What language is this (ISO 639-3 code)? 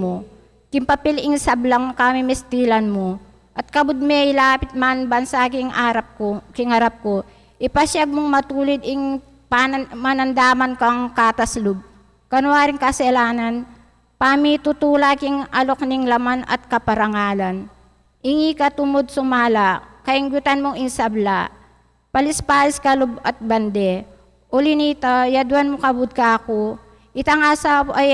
pam